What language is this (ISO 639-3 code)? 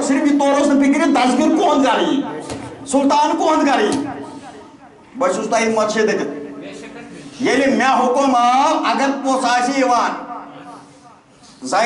kas